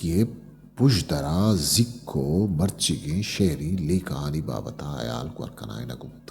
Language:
Eastern Balochi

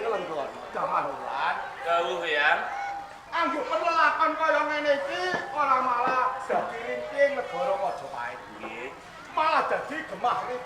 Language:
Javanese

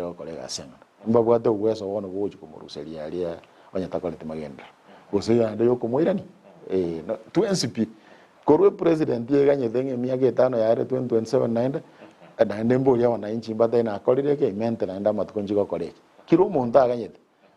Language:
Gusii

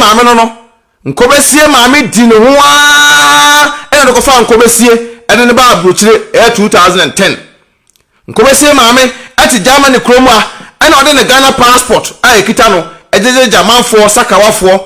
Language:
Akan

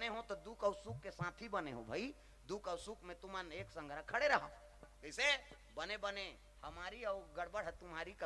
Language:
Chhattisgarhi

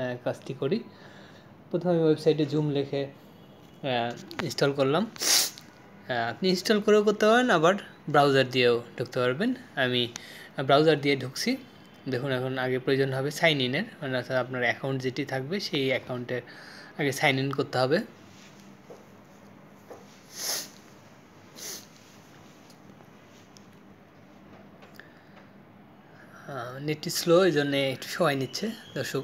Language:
Bangla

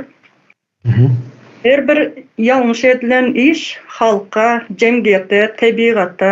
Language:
Turkmen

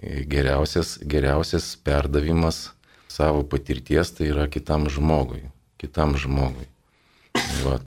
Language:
Lithuanian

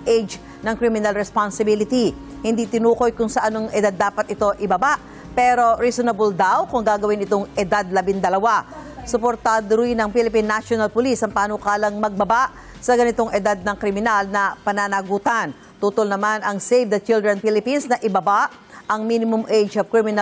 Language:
Filipino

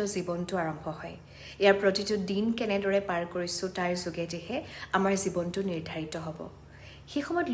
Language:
Assamese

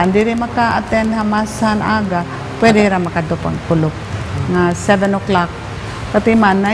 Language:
Waray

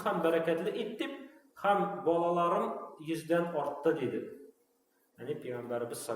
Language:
Tatar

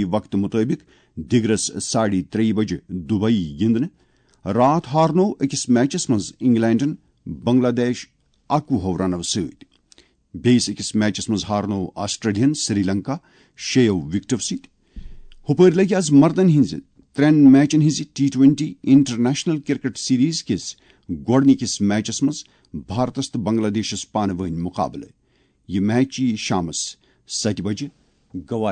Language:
Kashmiri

